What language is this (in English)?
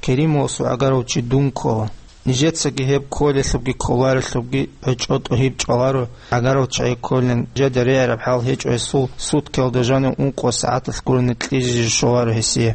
Avaric